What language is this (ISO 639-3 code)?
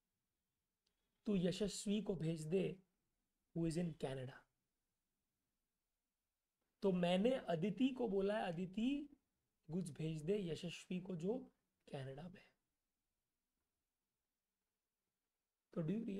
hin